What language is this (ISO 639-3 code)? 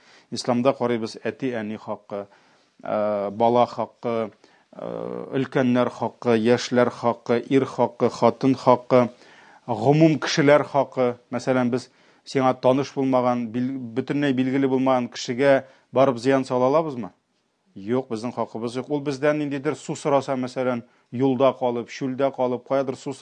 tat